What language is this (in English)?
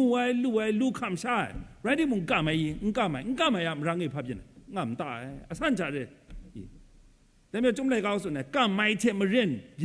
Kachin